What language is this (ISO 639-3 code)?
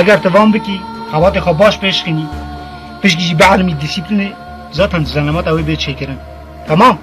kur